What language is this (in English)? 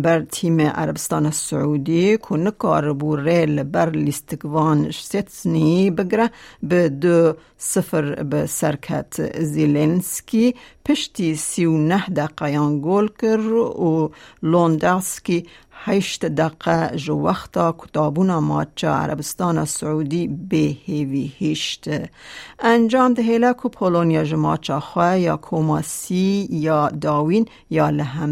Kurdish